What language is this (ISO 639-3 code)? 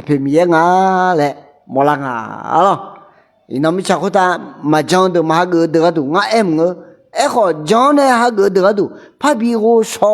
ahk